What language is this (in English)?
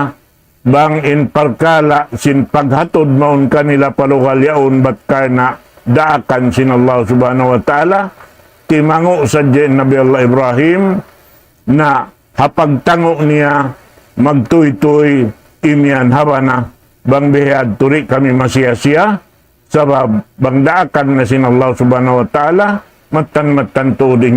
Tausug